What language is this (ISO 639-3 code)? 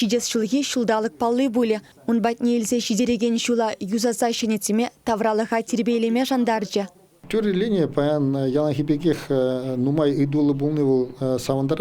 chv